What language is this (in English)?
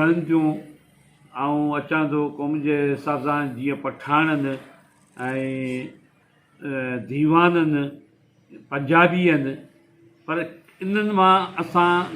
Sindhi